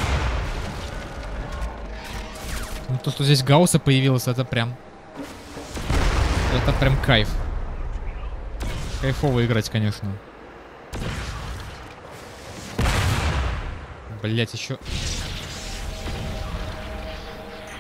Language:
Russian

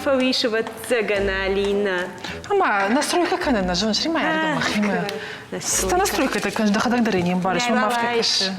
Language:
Ossetic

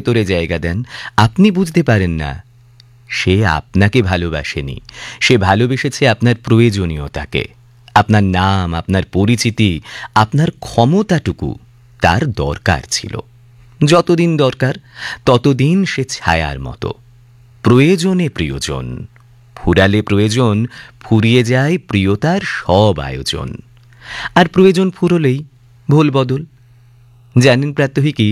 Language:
Bangla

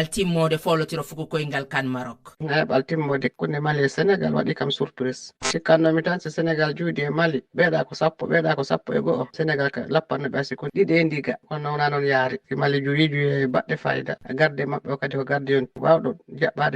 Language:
Fula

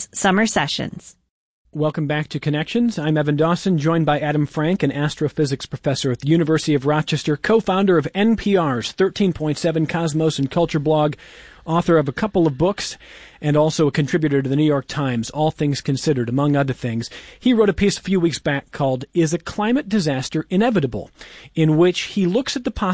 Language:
English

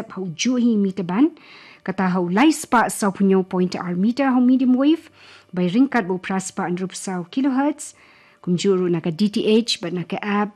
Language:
Khasi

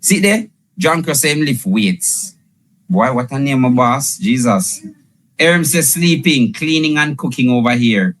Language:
Jamaican Creole English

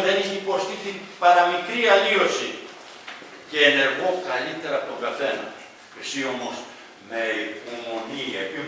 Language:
Greek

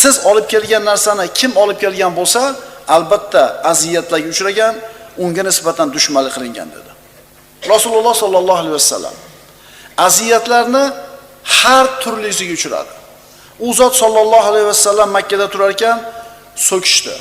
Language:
Uzbek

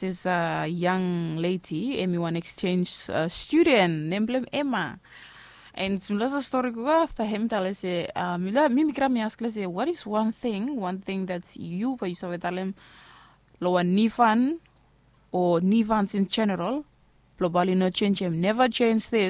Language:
Bislama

